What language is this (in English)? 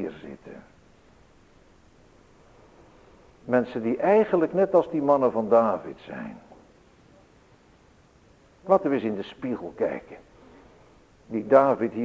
Dutch